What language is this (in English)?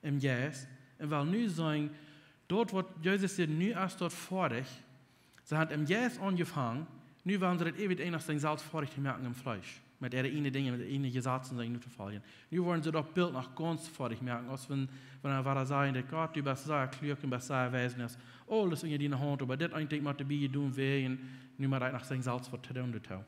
Plautdietsch